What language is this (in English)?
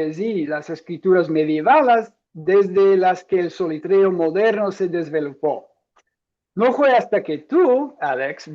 Ladino